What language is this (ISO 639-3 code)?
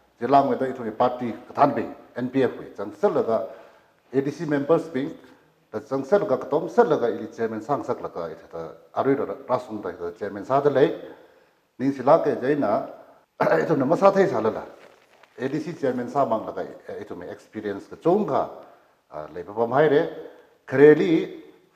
nmf